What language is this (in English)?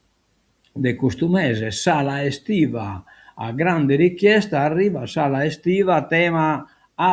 Sardinian